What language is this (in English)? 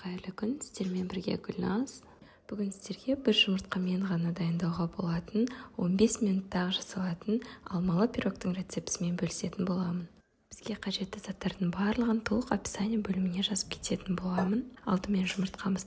Kazakh